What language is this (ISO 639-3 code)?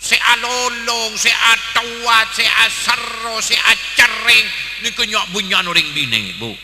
mad